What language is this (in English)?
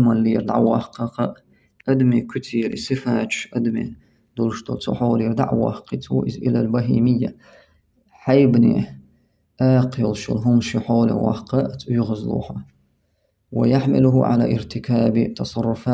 Chechen